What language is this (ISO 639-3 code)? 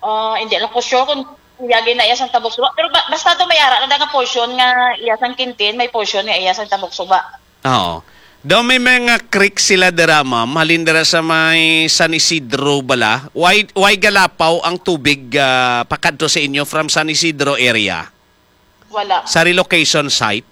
hil